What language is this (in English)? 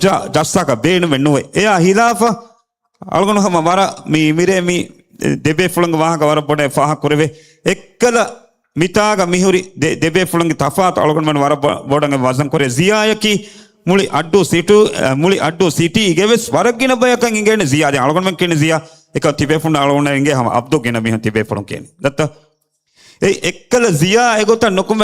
Divehi